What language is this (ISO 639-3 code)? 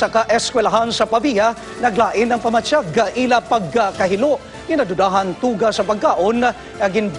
hil